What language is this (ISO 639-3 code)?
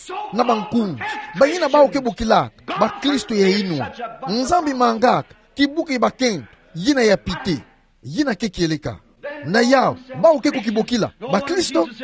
ktu